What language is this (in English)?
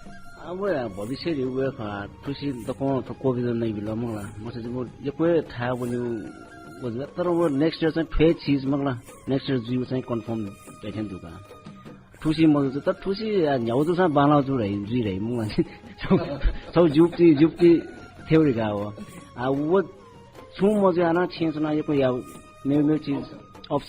Newari